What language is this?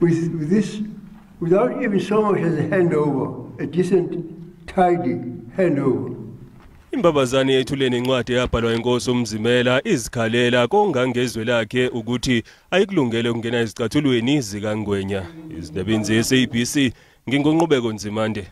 Zulu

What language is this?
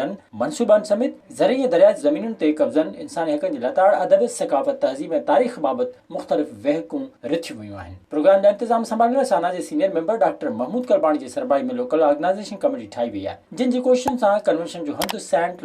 Sindhi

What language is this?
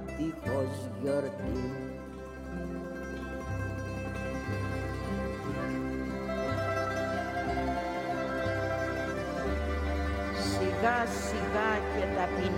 Greek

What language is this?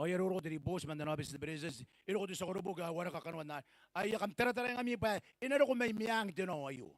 Gilbertese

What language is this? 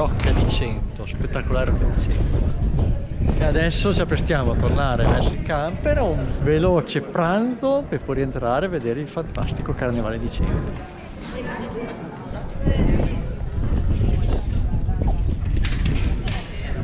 Italian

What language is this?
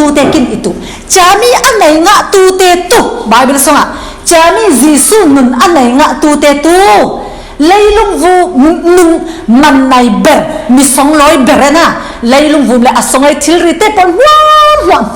Falam Chin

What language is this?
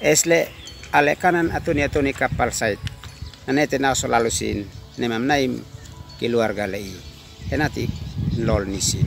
Uab Meto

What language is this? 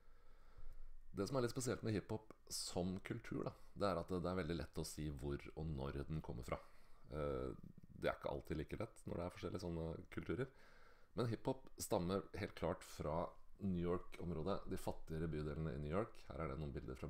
Norwegian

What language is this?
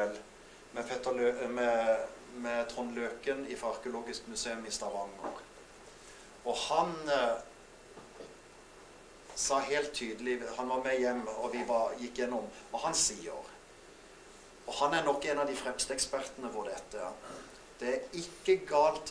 Norwegian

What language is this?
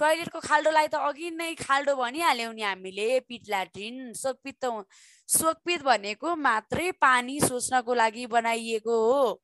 Nepali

